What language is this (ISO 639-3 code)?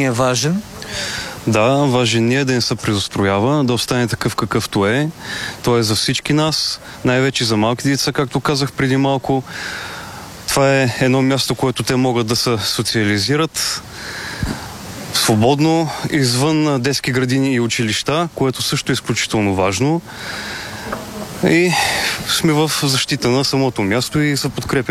bul